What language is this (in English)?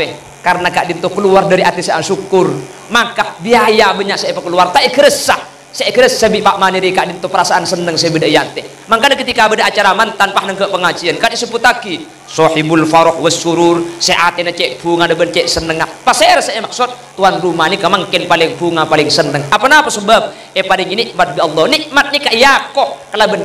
Madurese